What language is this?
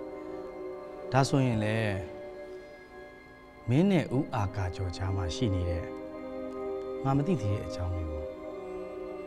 Burmese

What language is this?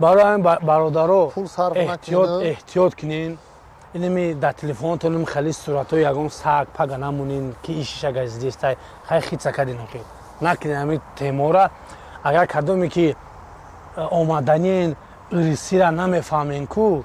Tajik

